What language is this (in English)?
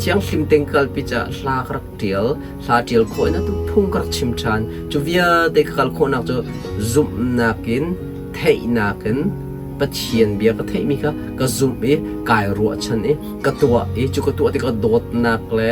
Hakha Chin